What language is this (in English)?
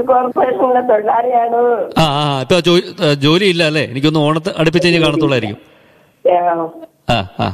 Malayalam